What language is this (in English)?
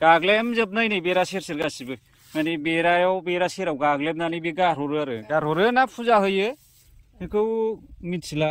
Bodo